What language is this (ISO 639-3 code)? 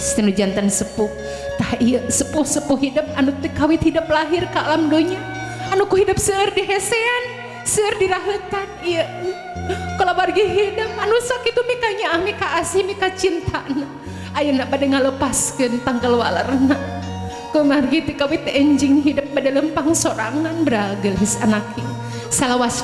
sun